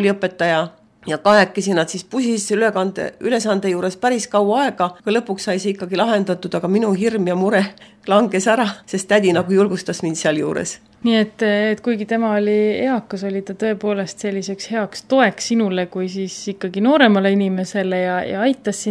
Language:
Estonian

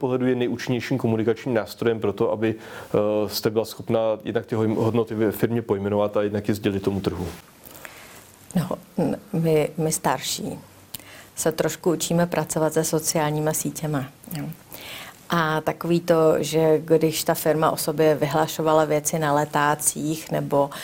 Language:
Czech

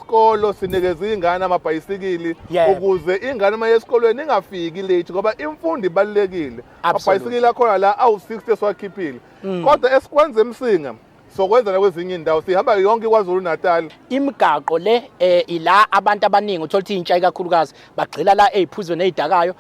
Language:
Zulu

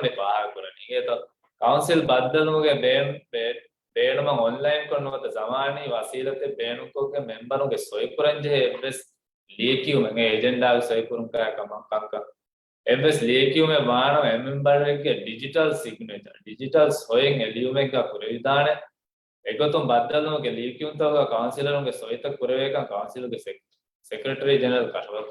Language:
Divehi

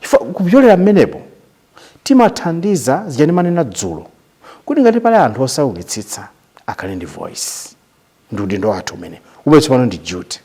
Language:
Nyanja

